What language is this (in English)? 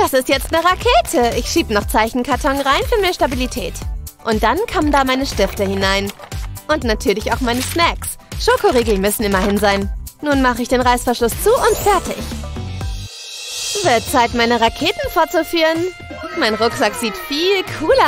German